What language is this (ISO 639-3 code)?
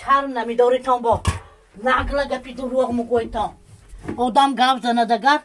tgk